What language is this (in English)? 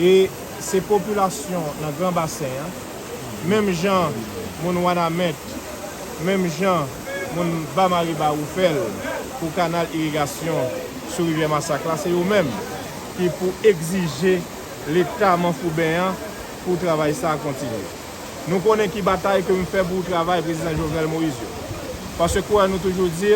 Haitian Creole